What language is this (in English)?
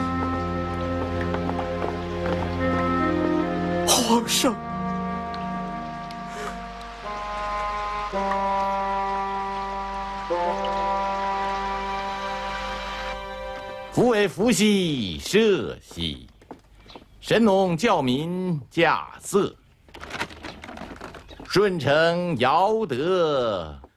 Chinese